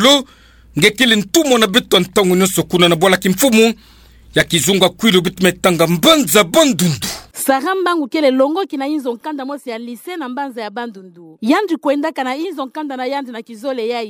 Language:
Kituba (Democratic Republic of Congo)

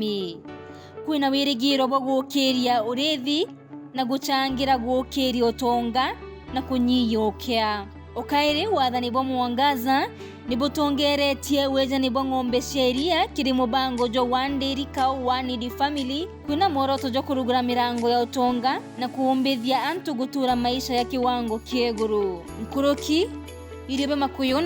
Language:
Meru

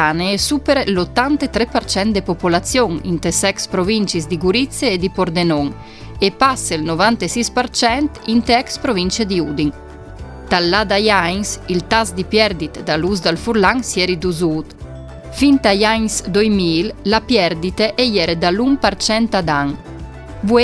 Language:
Friulian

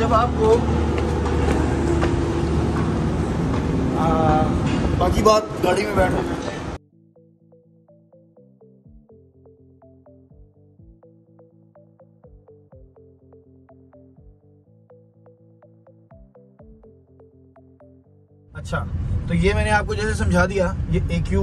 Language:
Hindi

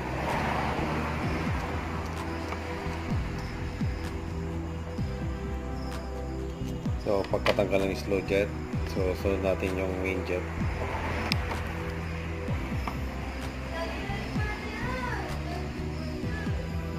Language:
Filipino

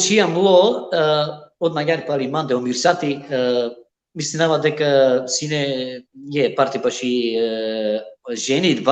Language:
Balkan Romani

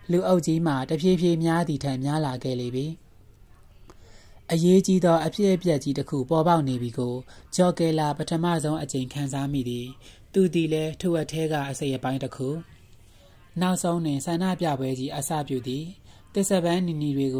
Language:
Burmese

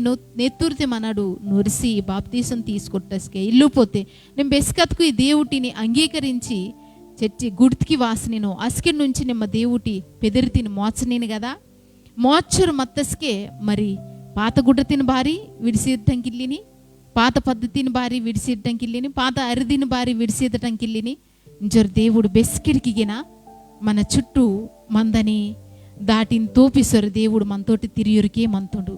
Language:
Koya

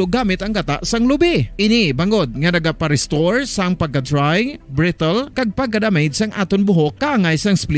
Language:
Hiligaynon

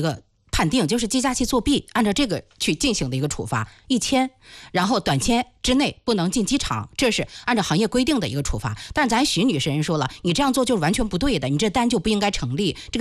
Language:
Chinese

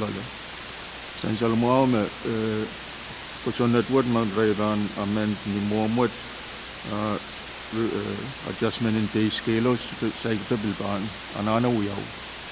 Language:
Pohnpeian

